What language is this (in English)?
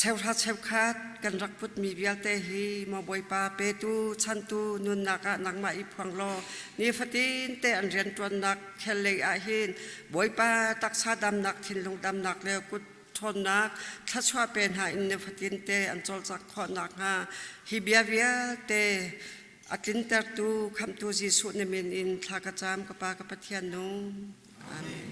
Hakha Chin